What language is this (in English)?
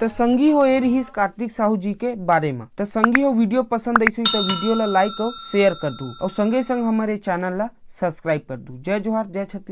Chhattisgarhi